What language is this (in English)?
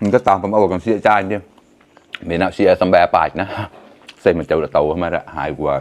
Mon